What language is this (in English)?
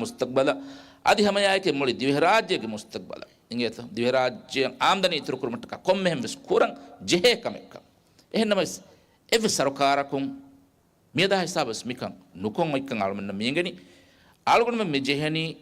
Divehi